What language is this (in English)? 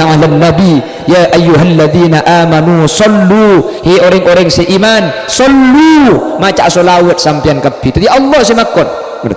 Madurese